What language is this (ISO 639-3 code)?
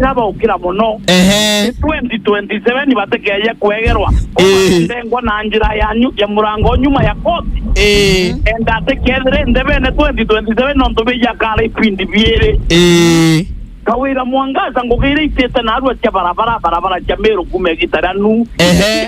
mer